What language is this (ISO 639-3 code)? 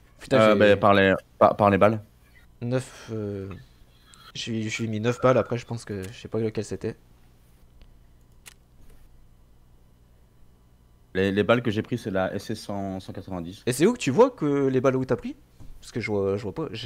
fra